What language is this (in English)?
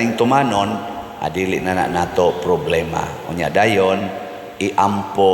Cebuano